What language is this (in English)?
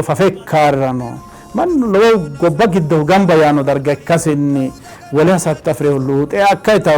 Sidamo